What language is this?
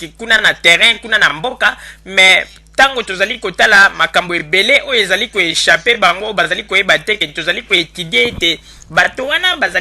Lingala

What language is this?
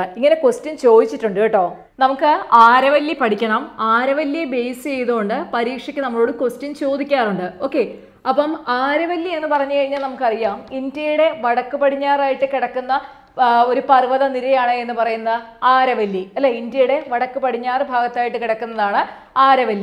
Malayalam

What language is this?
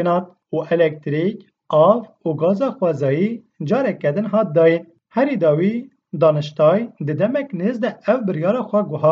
Kurdish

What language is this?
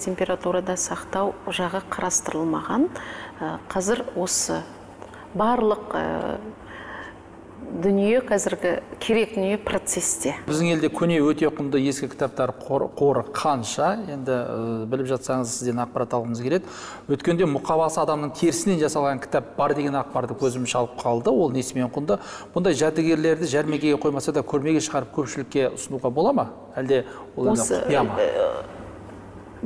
Kazakh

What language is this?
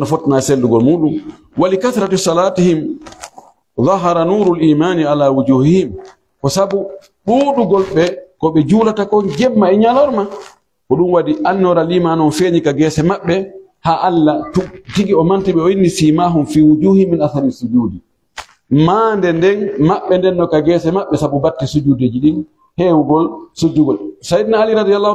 Pular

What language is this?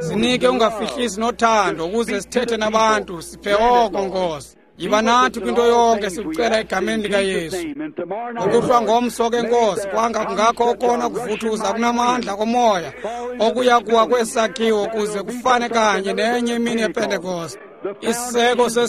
Xhosa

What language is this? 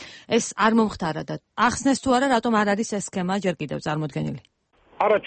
Georgian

